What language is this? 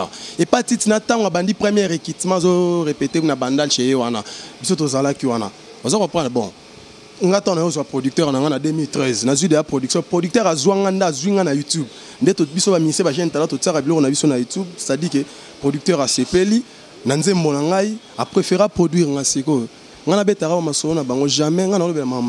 Lingala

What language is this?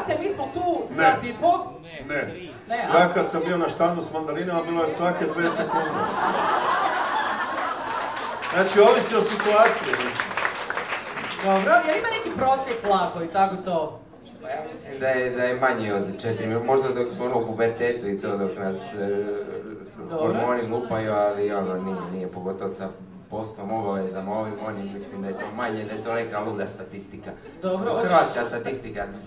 Croatian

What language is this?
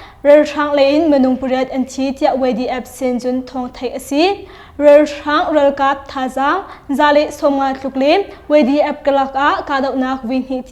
Hakha Chin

